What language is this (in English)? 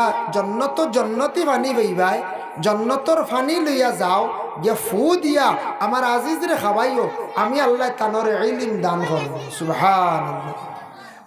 Sylheti